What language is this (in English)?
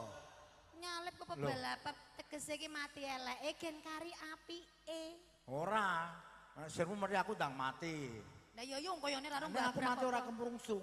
Javanese